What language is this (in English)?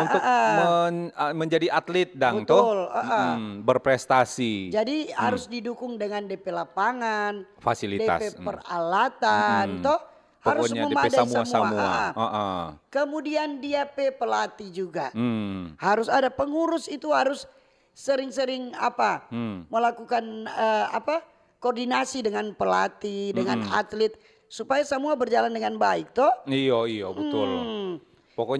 Manado Malay